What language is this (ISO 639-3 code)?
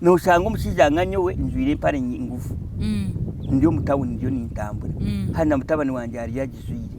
nyn